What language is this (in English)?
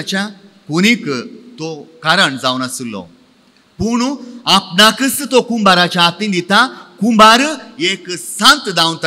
Konkani